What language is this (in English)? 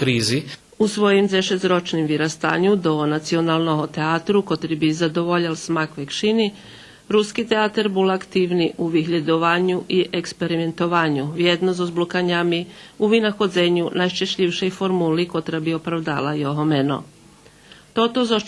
Rusyn